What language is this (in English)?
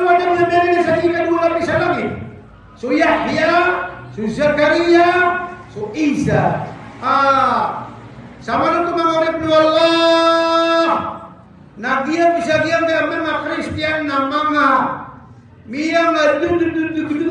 Maranao